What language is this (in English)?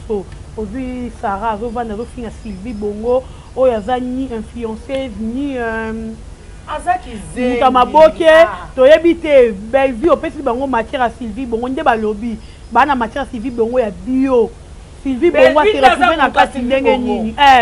Lingala